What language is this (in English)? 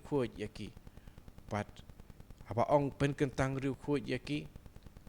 Khasi